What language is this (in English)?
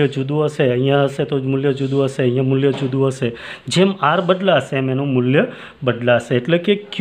Gujarati